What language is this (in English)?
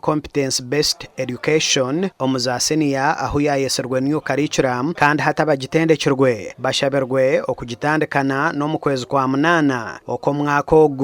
Nyankole